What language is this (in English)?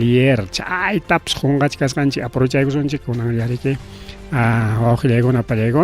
Ayacucho Quechua